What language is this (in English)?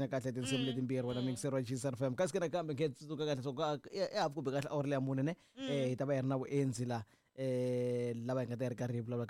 Tsonga